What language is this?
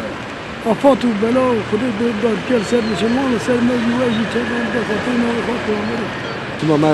Kurdish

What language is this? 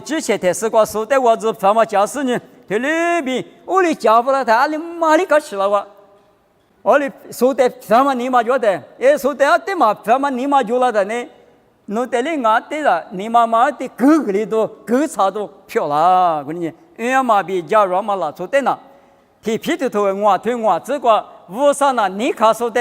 Lisu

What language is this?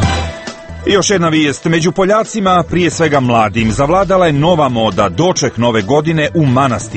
Croatian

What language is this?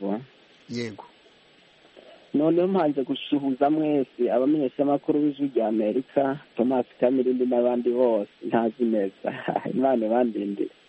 Kinyarwanda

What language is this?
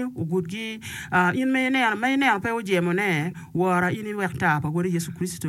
Acoli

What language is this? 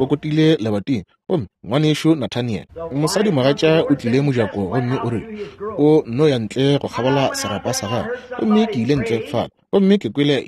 Northern Sotho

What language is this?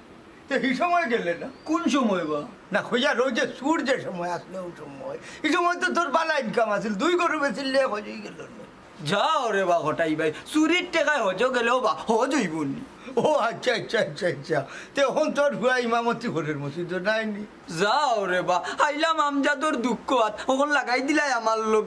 Sylheti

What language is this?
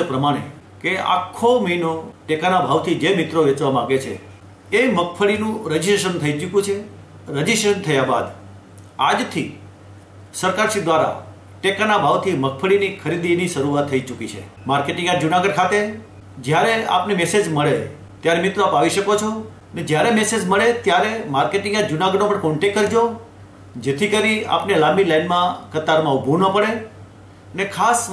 Gujarati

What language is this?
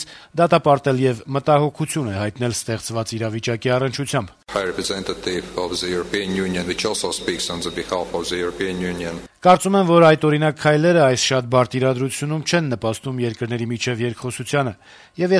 Armenian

